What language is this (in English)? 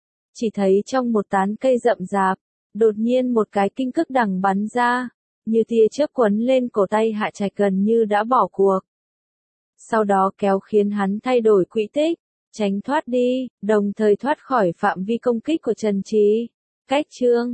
Vietnamese